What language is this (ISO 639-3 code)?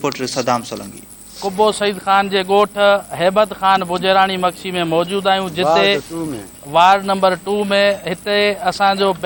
snd